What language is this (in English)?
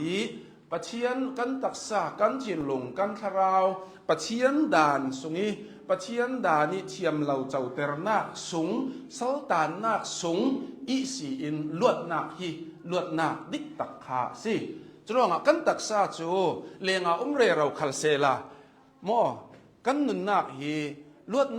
Hakha Chin